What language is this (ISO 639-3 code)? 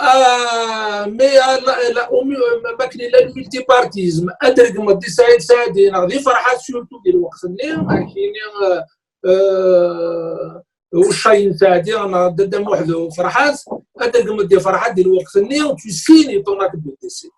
kab